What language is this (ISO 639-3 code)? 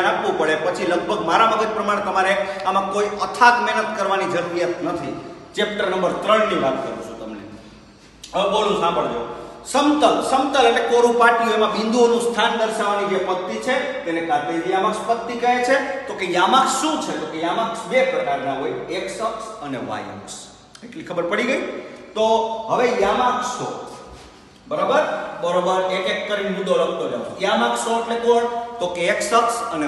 guj